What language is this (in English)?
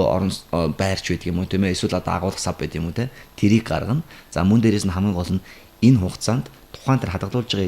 Mongolian